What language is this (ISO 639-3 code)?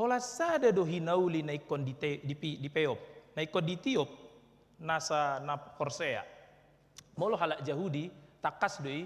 bbc